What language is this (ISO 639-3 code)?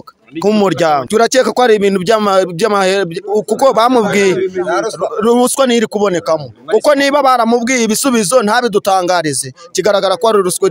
kin